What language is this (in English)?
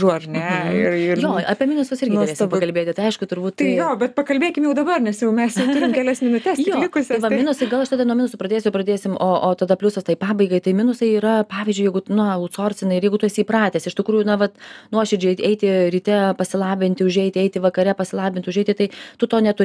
Lithuanian